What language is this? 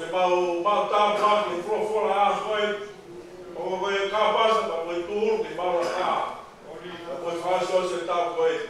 Tongan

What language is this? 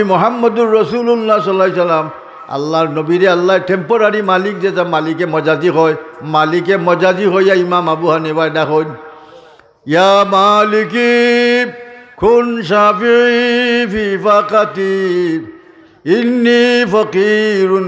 Sylheti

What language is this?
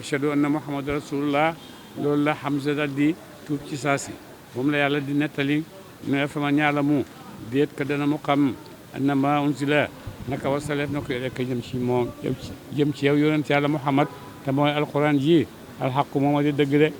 Wolof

